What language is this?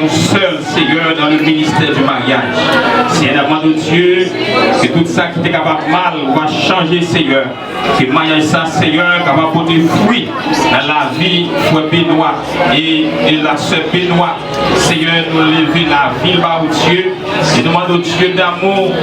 Haitian Creole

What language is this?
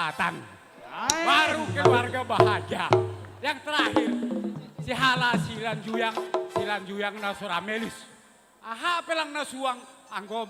Batak Simalungun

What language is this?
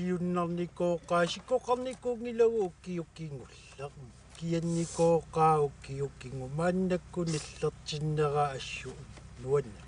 Kalaallisut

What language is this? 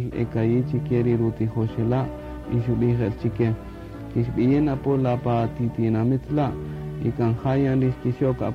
Kaqchikel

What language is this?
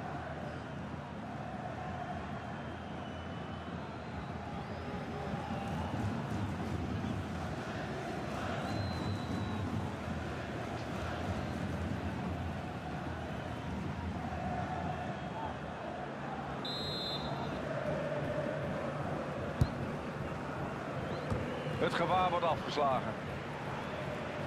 Dutch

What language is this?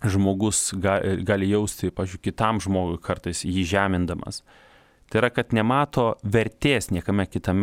Lithuanian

